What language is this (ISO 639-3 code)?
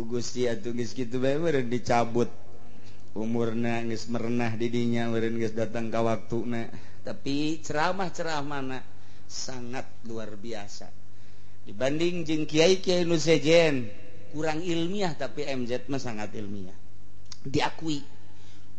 sun